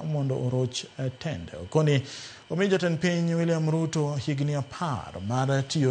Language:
Luo (Kenya and Tanzania)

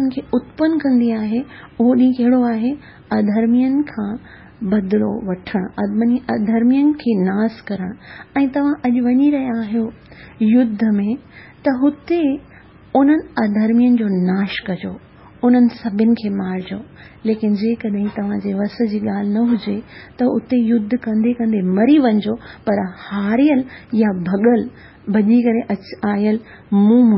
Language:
Sindhi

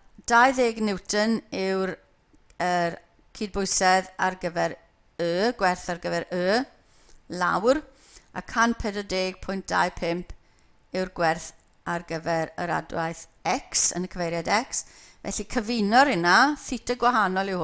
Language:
Welsh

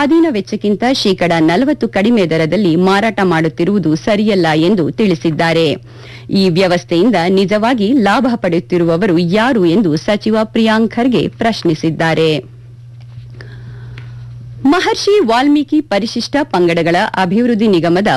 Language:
Kannada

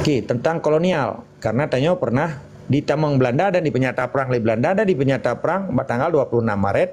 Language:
Achinese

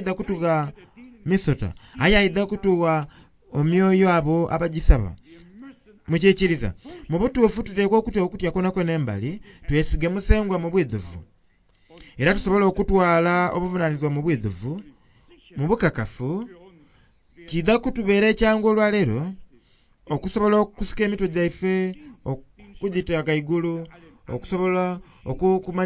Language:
Soga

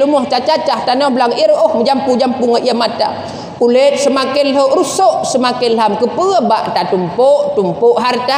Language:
Achinese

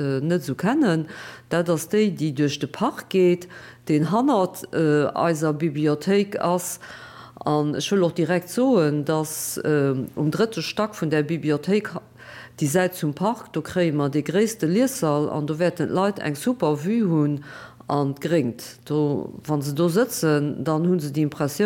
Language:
Luxembourgish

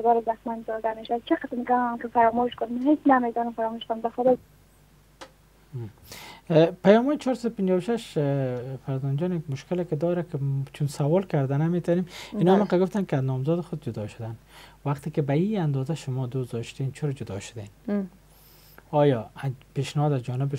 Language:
Persian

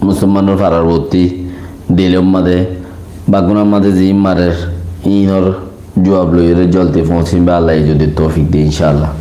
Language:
Rohingya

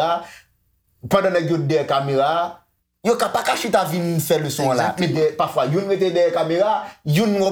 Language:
Haitian Creole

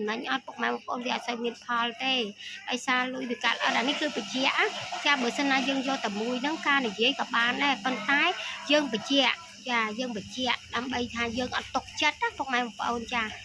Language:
Khmer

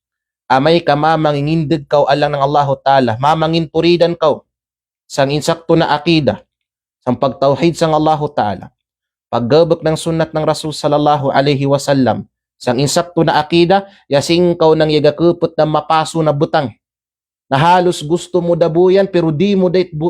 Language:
Kalagan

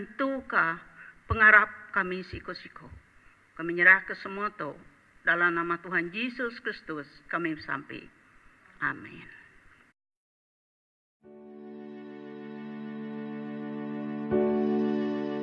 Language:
Iban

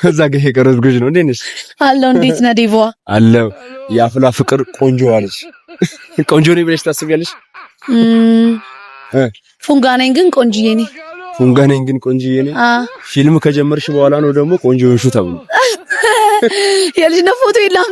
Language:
Amharic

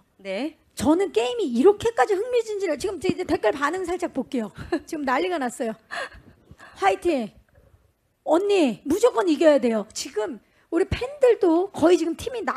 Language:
Korean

